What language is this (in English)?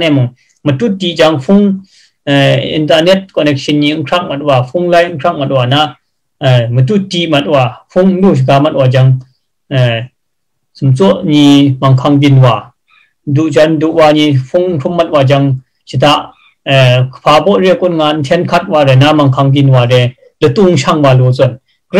Kachin